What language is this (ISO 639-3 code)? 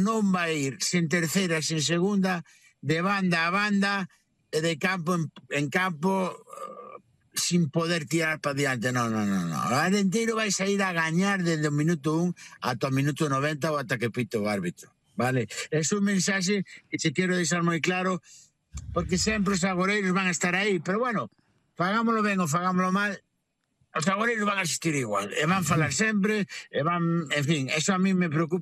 glg